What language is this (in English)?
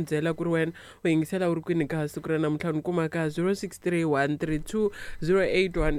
Tsonga